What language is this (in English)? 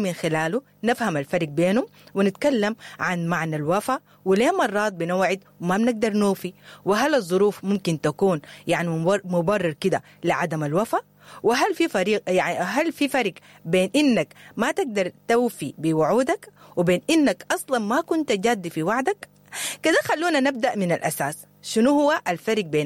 Sudanese Arabic